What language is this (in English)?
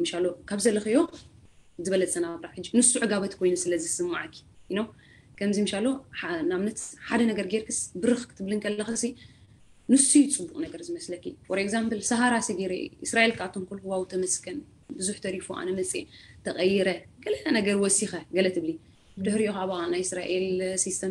Tigrinya